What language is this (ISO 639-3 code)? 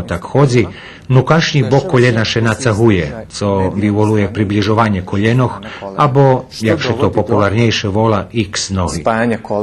rue